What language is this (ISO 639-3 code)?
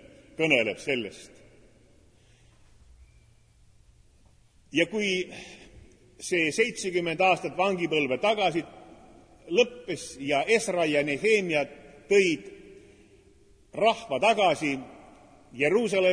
est